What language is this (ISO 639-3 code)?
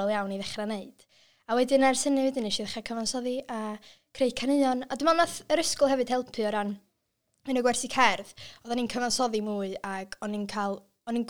cym